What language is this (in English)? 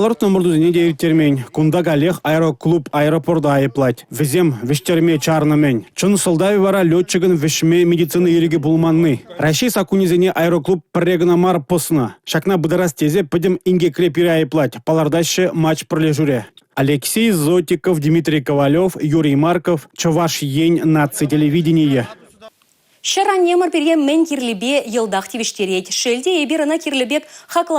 Chuvash